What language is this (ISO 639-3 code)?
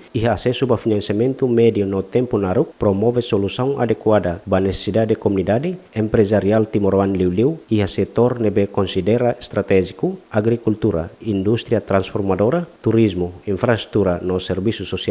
tet